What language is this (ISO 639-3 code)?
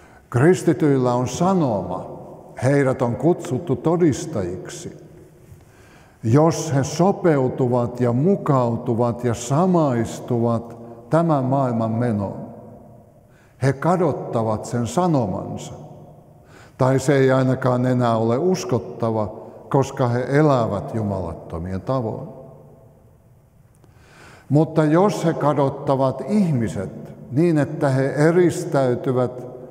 fin